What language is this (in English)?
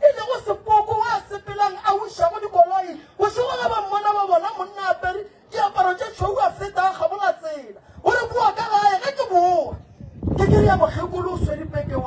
Northern Sotho